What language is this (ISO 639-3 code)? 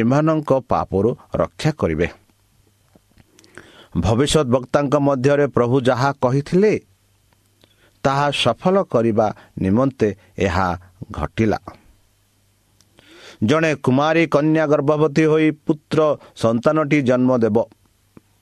ori